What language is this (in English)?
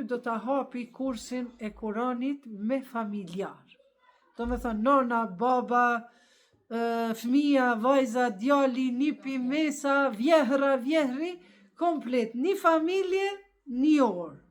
Albanian